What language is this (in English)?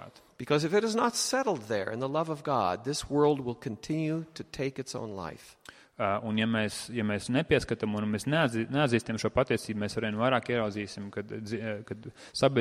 Latvian